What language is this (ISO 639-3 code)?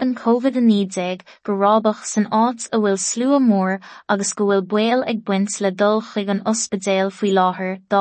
gle